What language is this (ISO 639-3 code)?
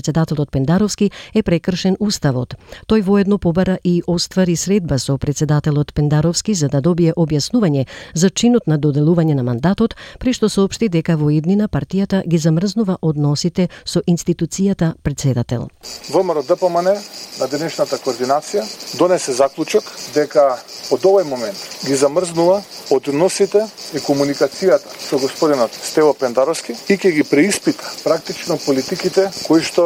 mkd